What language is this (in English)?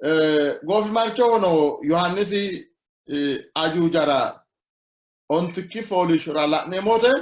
Sidamo